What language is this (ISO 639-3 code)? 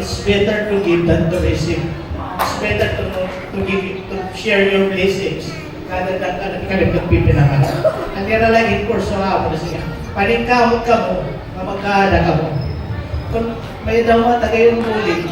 war